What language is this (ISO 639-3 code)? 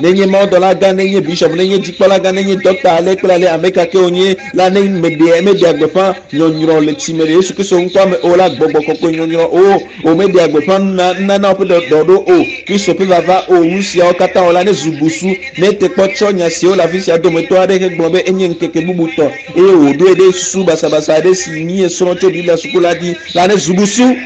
ewe